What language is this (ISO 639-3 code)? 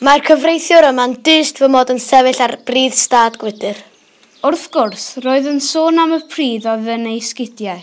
cym